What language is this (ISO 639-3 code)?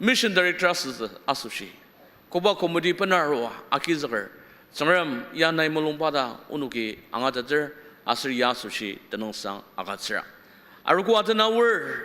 njo